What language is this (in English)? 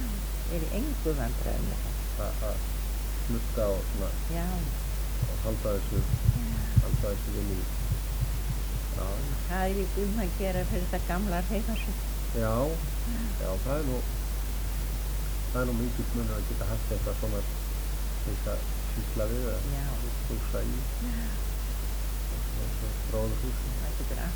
Icelandic